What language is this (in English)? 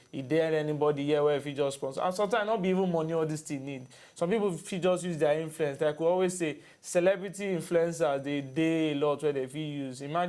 Nigerian Pidgin